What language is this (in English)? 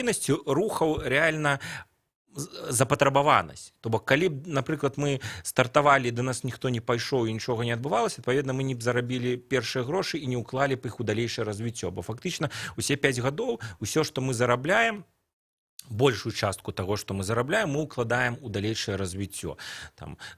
Belarusian